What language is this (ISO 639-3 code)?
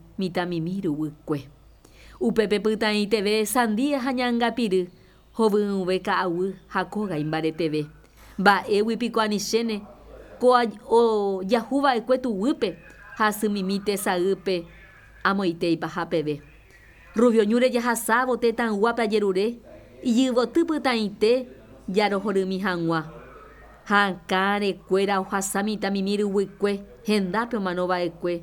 grn